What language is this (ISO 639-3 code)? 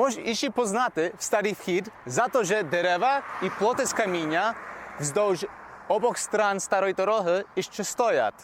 rue